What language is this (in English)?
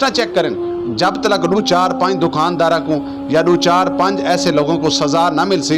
Saraiki